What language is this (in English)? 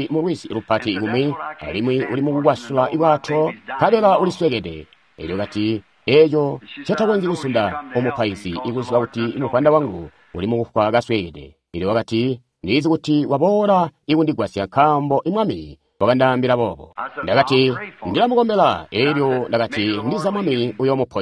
Tonga (Zambia)